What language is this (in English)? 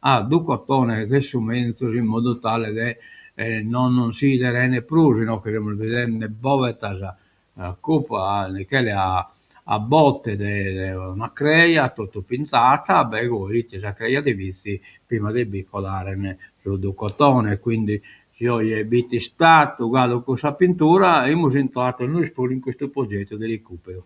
Sardinian